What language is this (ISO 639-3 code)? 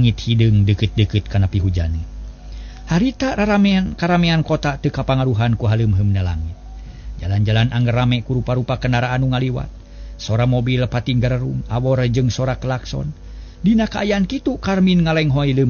sun